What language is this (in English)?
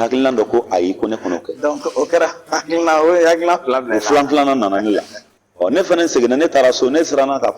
Bambara